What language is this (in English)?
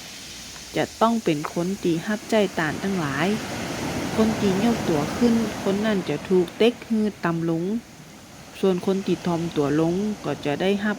Northern Thai